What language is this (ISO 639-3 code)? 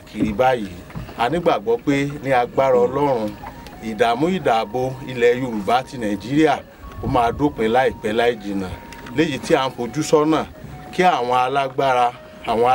yor